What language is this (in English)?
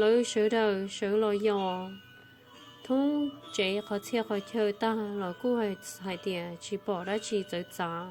Hmong